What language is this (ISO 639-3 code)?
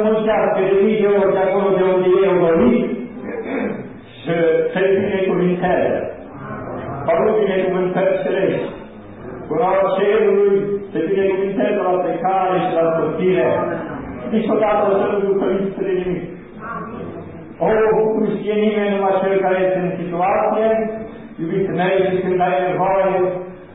ron